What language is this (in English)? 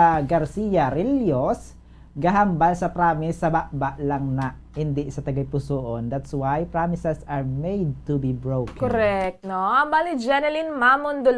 Hiligaynon